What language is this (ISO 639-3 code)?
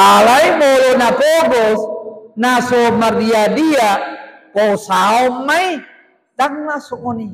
bbc